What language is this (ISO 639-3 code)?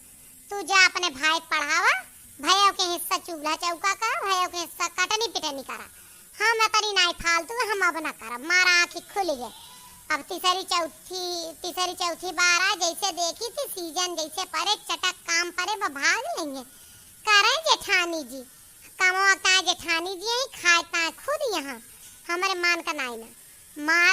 awa